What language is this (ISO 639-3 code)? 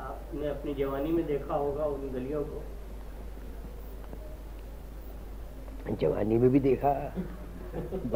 urd